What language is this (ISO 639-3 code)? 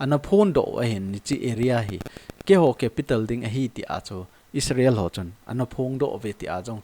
tcz